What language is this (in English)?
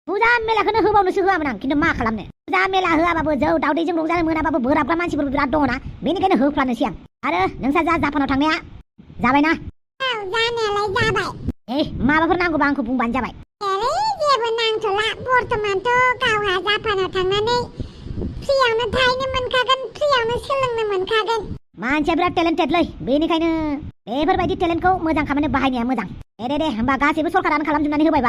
Bodo